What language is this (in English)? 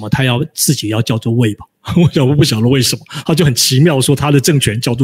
Chinese